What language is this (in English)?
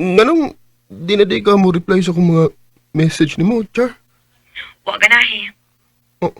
Cebuano